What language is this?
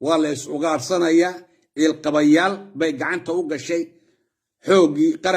Somali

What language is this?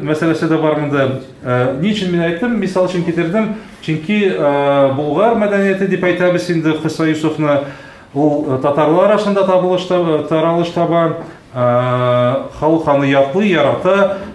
Tatar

